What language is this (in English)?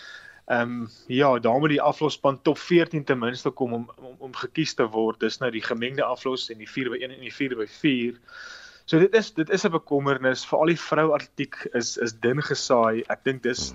Afrikaans